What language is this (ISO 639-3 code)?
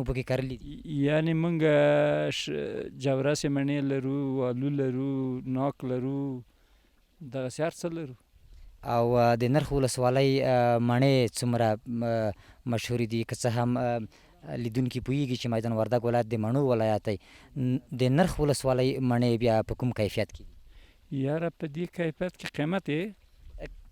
pus